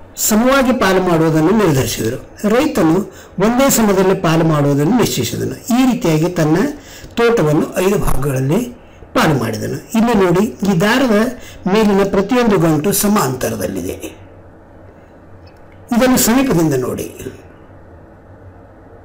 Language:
Kannada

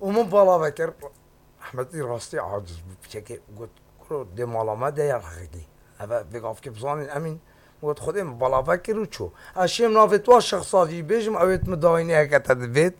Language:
Kurdish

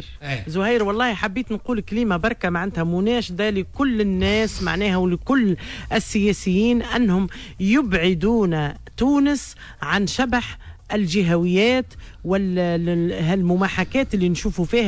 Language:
Tunisian Arabic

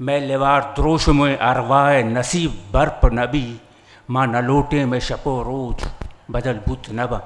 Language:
Eastern Balochi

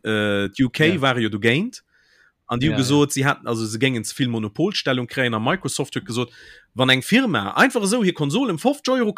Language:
Luxembourgish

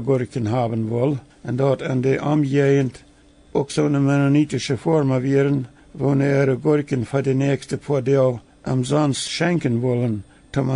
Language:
Plautdietsch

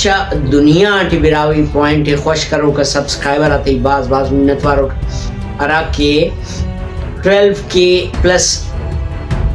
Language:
Brahui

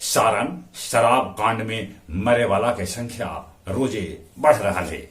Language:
Magahi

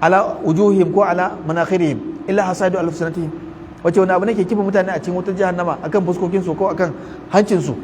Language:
Hausa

